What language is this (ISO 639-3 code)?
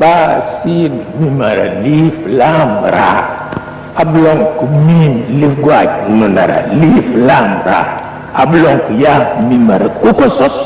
wol